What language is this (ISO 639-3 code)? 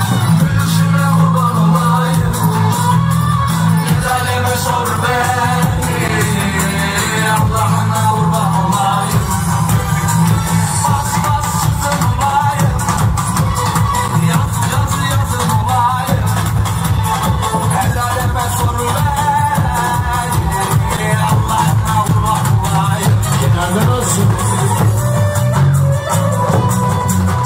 tur